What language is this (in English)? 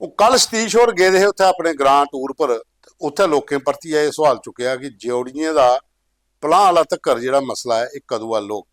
Dogri